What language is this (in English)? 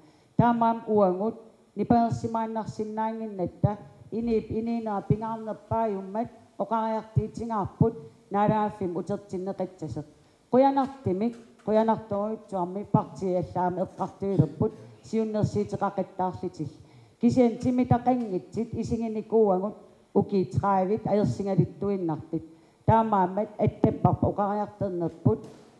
Kalaallisut